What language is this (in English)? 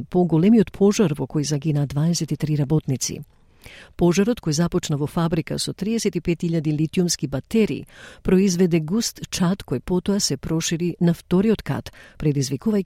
Macedonian